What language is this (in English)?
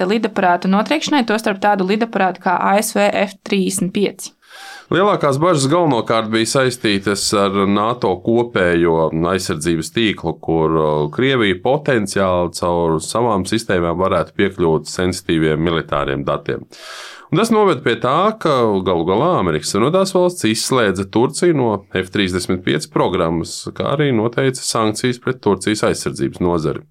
Latvian